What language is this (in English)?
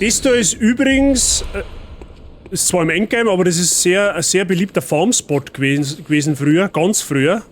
Bavarian